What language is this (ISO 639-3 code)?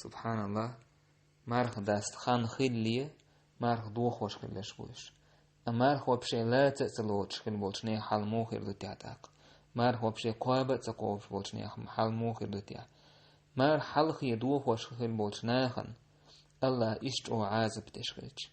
che